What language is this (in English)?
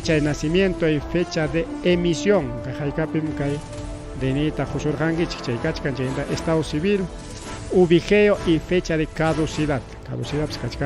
Ayacucho Quechua